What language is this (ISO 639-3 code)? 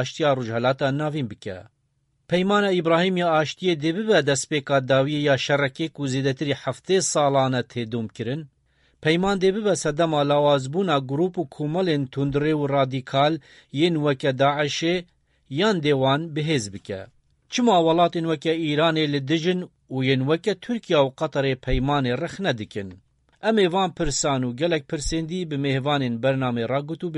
kur